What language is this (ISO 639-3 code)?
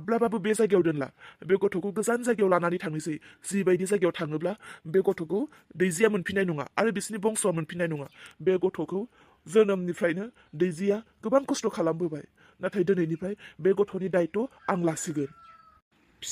brx